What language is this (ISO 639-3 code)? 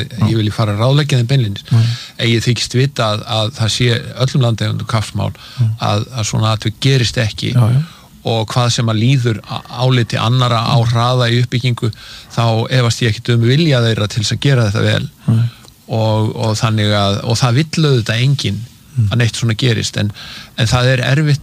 isl